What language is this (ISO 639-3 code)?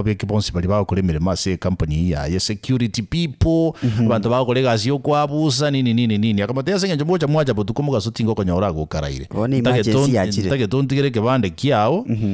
guz